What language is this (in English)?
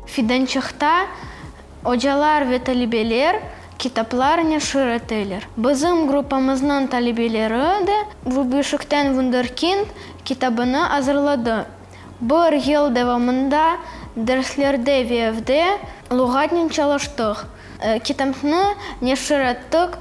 Crimean Tatar